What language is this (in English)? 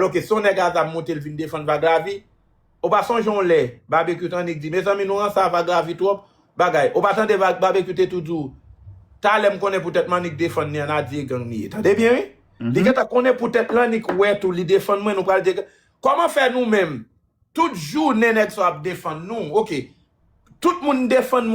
Haitian Creole